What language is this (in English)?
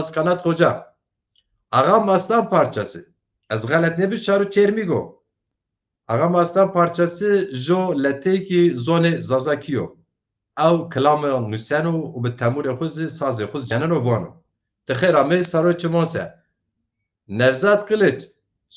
Zaza